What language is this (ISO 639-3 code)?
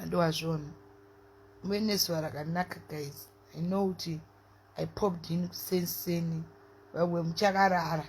sna